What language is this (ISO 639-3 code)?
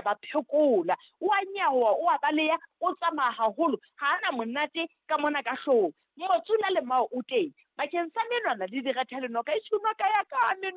sot